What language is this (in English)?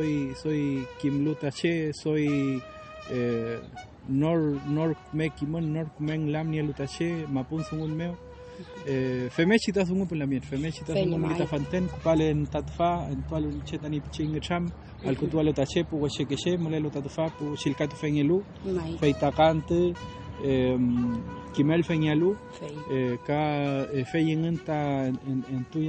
Mapuche